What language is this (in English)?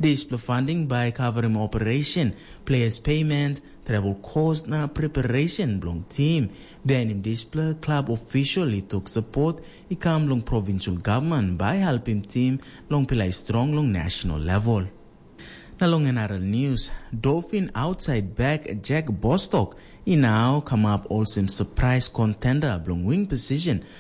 Tok Pisin